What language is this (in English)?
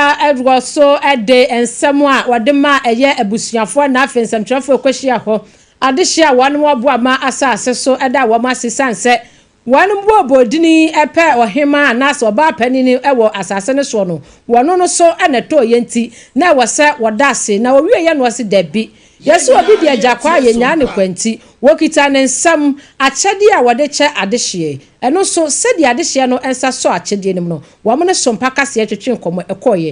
Akan